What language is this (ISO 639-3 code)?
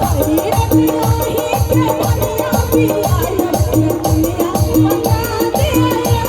mai